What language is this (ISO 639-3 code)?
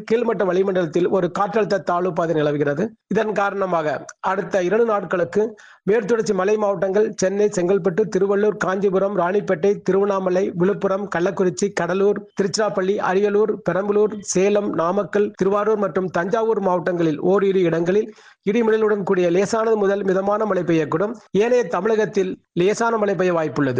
tam